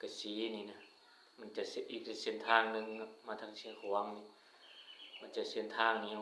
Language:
Lao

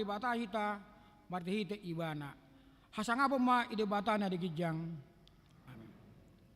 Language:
Batak Toba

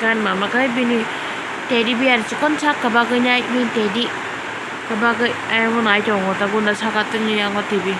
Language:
Kok Borok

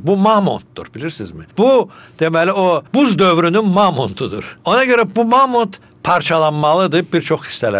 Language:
Azerbaijani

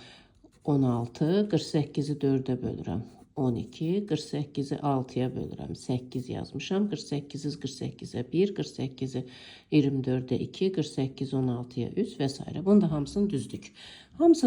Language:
Azerbaijani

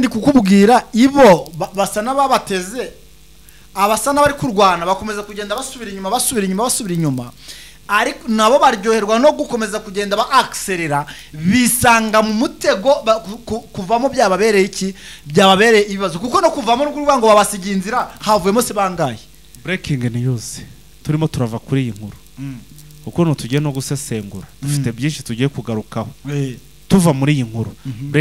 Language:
Kinyarwanda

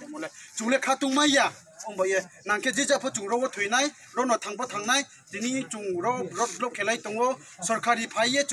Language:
Riang (India)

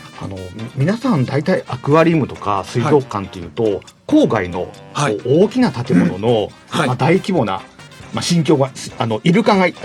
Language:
Japanese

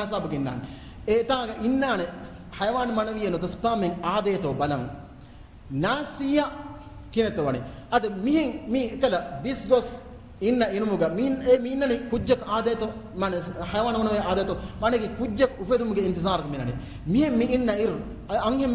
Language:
Divehi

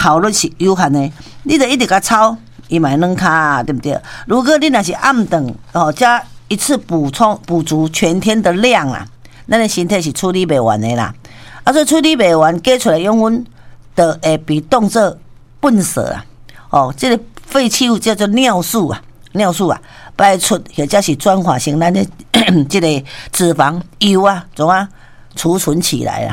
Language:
Min Nan Chinese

